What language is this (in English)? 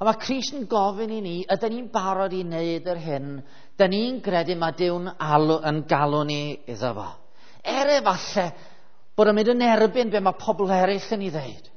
Welsh